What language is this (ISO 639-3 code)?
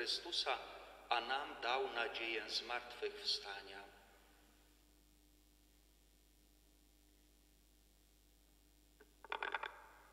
pol